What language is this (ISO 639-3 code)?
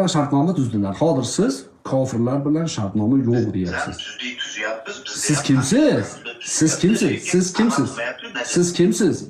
uzb